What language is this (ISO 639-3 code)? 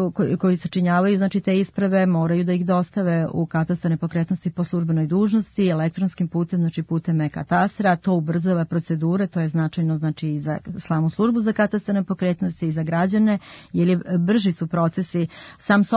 srp